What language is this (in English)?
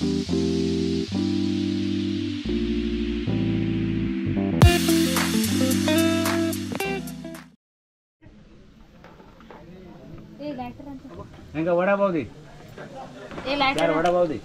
Konkani